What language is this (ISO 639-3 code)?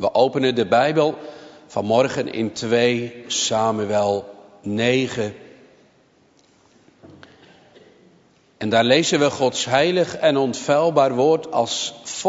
nld